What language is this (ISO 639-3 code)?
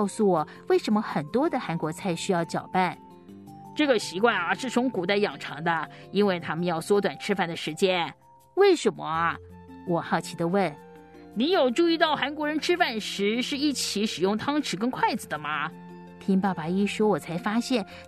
zho